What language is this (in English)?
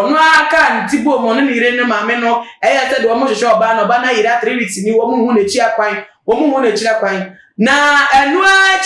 Akan